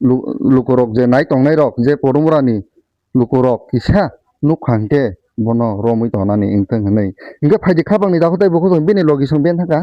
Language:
Kok Borok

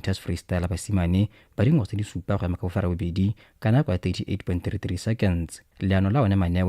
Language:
Tswana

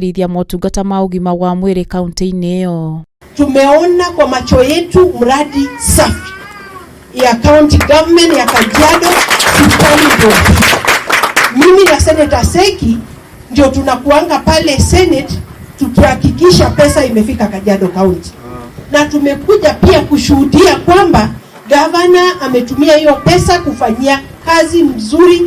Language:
Kikuyu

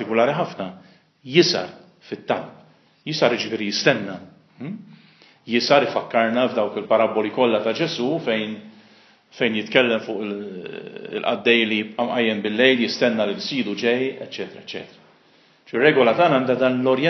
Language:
Maltese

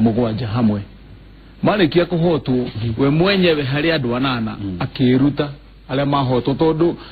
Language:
Kikuyu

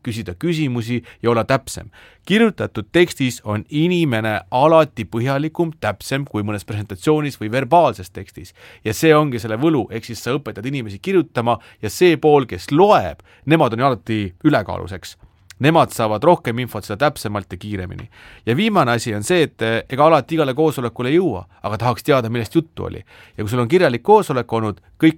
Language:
Estonian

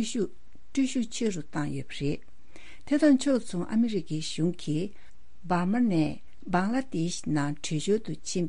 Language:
Tibetan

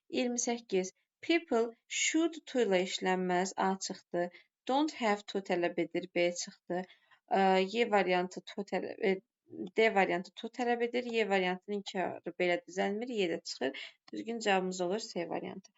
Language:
Azerbaijani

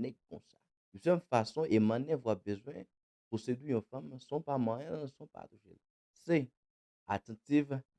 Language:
Haitian Creole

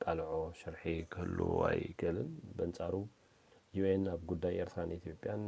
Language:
Tigrinya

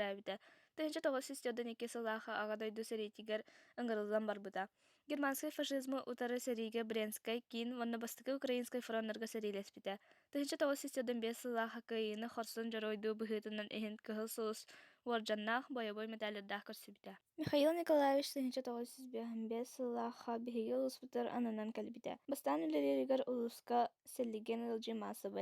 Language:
Yakut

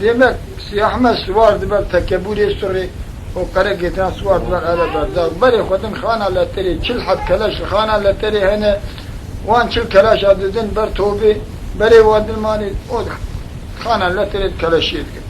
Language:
Kurdish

